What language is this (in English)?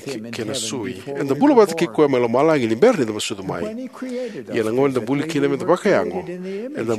Fijian